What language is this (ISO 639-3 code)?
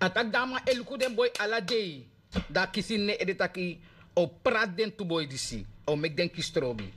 srn